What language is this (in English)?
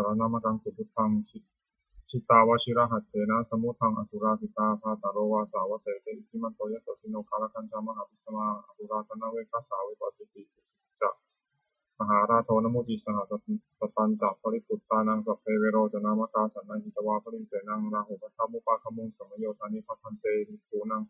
Pali